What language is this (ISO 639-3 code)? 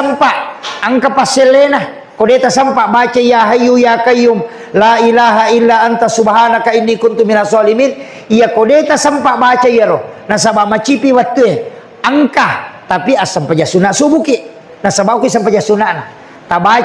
bug